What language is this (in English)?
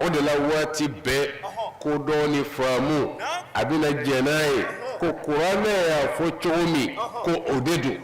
Bambara